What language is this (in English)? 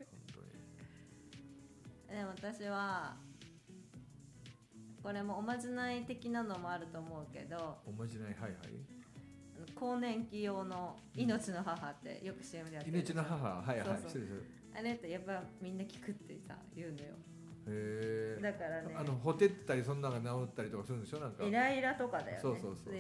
Japanese